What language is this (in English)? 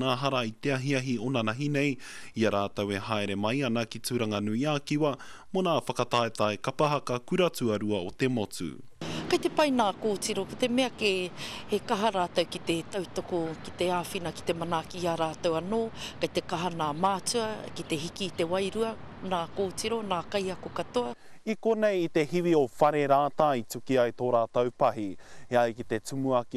Māori